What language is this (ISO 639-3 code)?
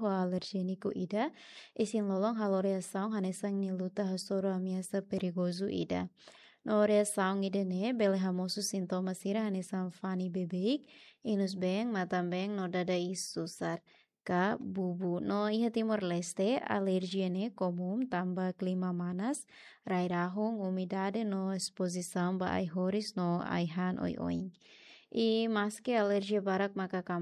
tet